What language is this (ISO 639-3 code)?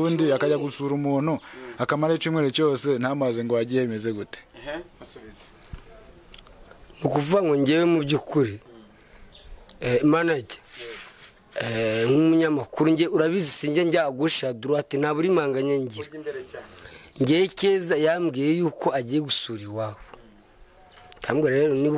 kin